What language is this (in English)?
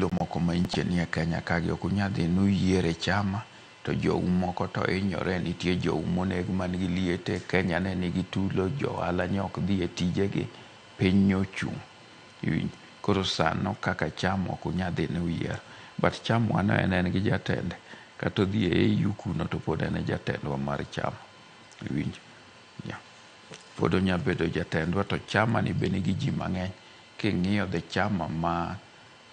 Luo (Kenya and Tanzania)